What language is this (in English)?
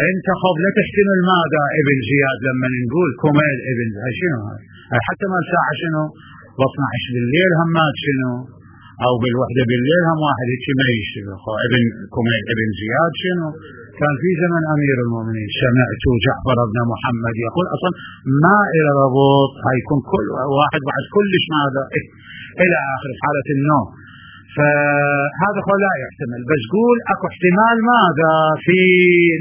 Mesopotamian Arabic